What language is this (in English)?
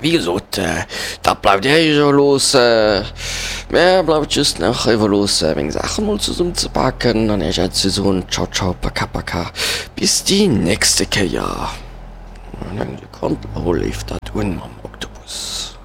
Luxembourgish